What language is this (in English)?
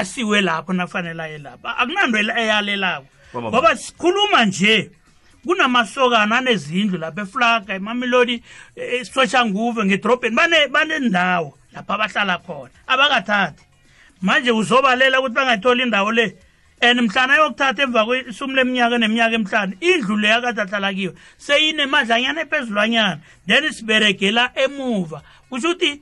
South Ndebele